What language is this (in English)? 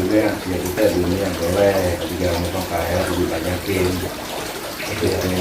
Betawi